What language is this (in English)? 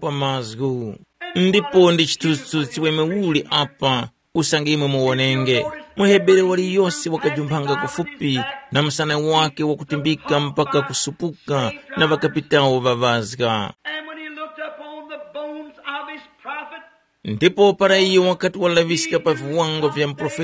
Tumbuka